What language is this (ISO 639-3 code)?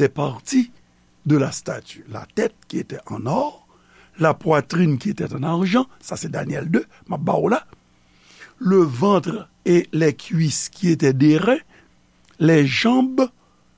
hat